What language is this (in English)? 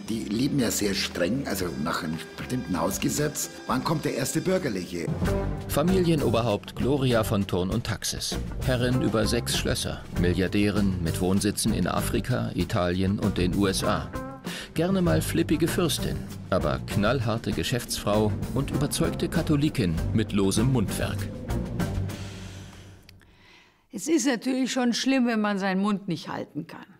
German